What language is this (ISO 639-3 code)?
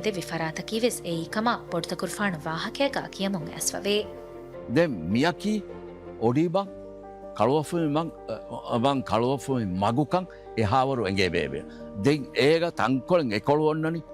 div